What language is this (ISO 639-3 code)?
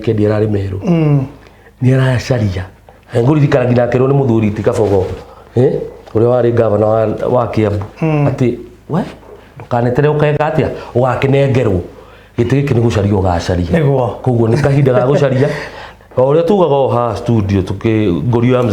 kik